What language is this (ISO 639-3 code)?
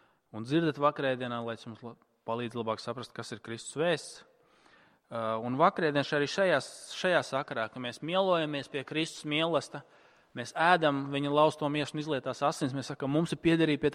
lav